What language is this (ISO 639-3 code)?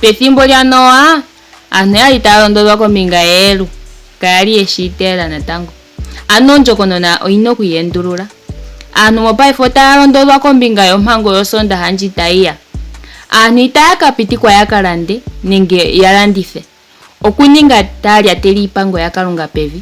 ndo